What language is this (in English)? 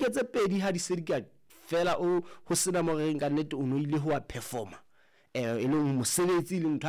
Southern Sotho